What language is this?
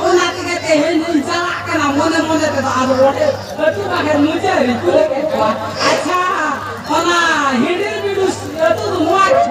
Santali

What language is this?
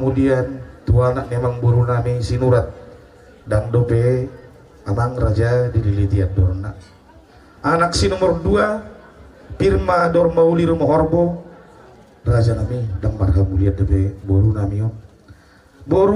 Batak Toba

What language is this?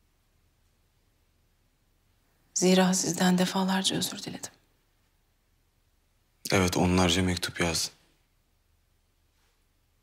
Turkish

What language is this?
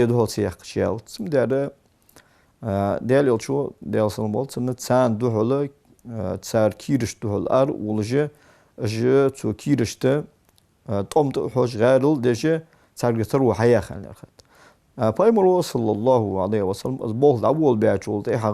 Ingush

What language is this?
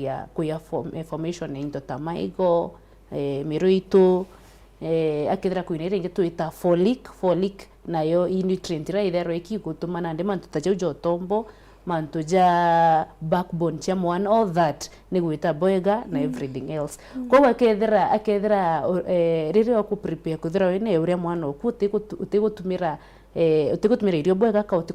Meru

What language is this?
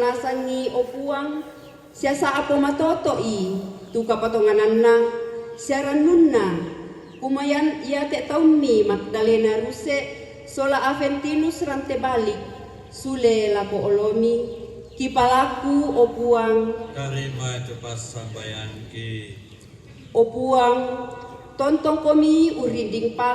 Toraja-Sa'dan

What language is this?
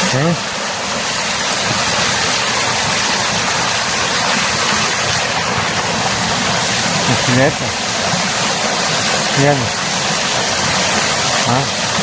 Croatian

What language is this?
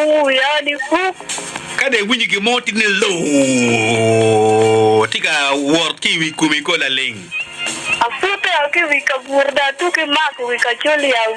Acoli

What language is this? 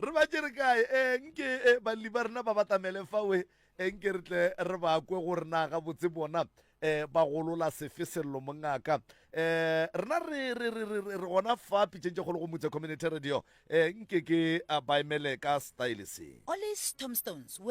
Northern Sotho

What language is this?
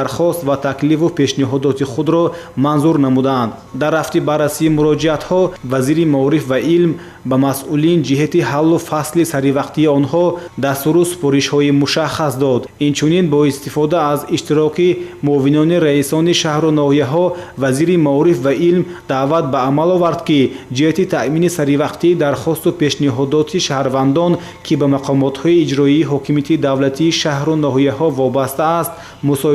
Tajik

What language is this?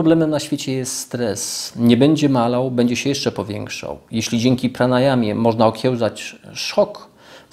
Polish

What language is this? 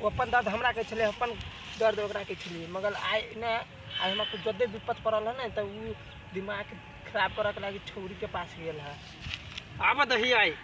Maithili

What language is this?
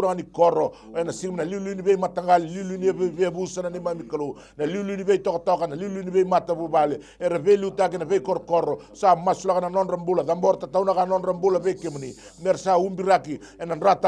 Fijian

